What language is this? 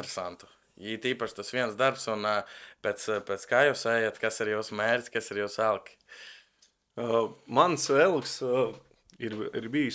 Latvian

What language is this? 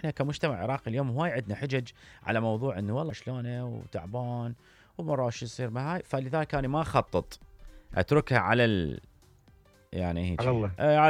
Mesopotamian Arabic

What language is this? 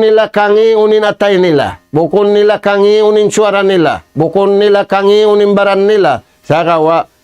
Tausug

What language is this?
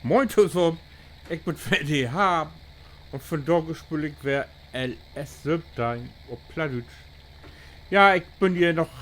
Low German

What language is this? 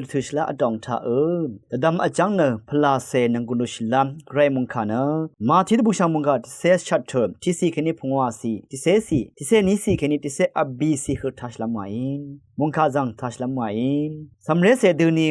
Rawang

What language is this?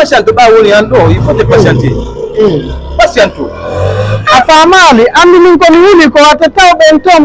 Fula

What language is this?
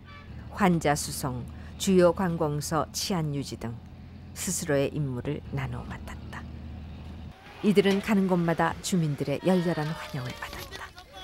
Korean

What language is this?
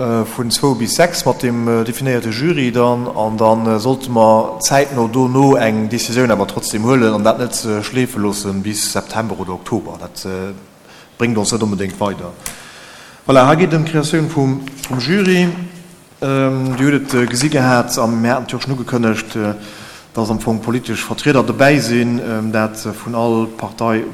Luxembourgish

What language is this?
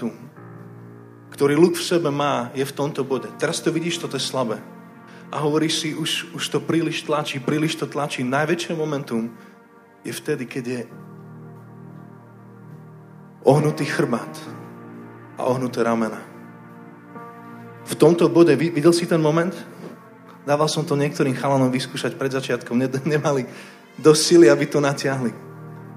Slovak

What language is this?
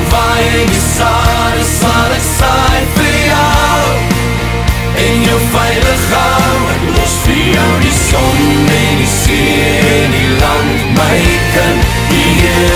Afrikaans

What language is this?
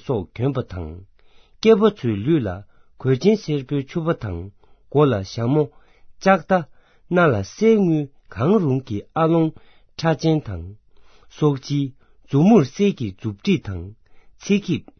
Tibetan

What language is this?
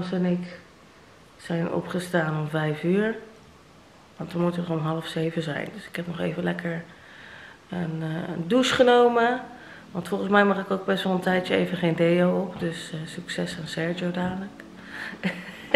Dutch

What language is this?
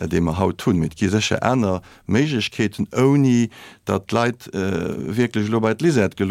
Luxembourgish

